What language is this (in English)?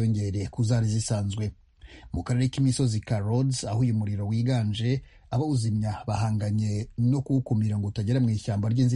Kinyarwanda